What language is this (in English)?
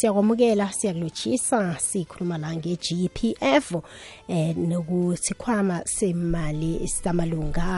South Ndebele